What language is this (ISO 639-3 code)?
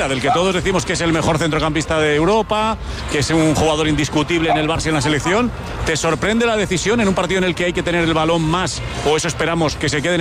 spa